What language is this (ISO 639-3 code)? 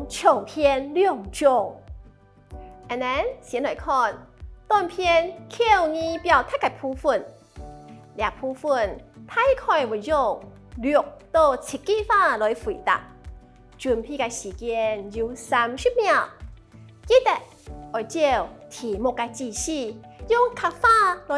hak